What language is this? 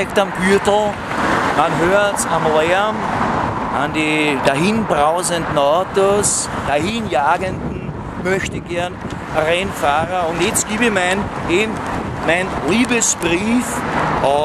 Bavarian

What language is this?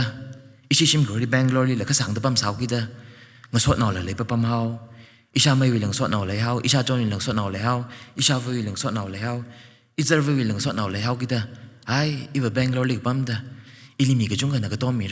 Tangkhul Naga (India)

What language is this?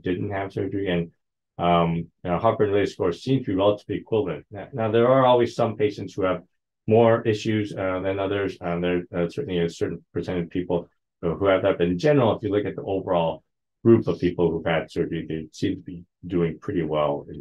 English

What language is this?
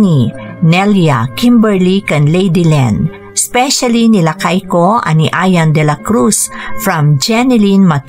Iloko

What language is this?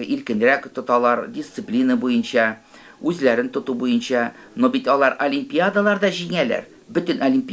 Tatar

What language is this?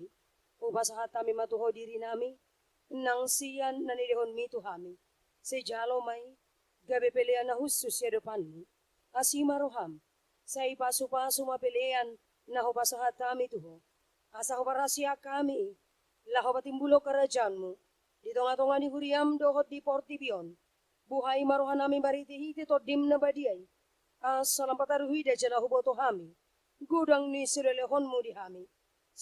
Batak Toba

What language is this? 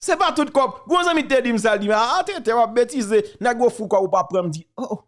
Haitian Creole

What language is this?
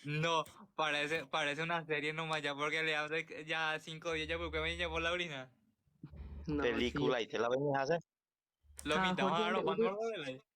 Guarani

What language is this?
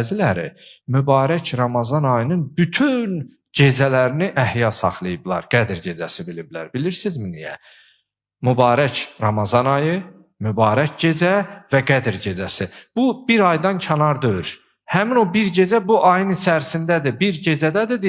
Azerbaijani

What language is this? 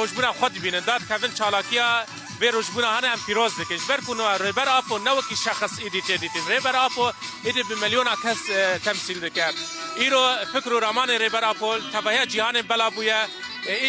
Kurdish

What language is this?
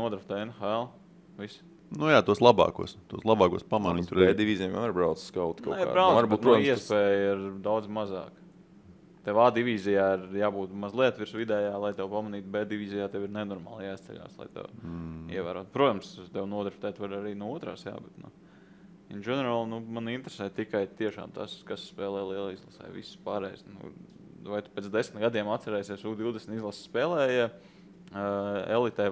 Latvian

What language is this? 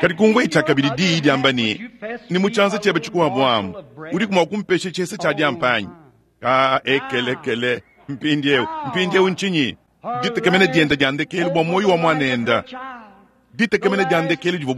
Luba-Lulua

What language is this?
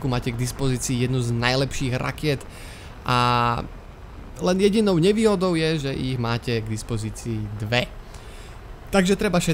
Slovak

